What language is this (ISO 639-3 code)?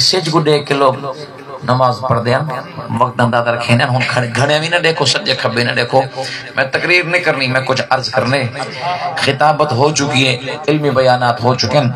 skr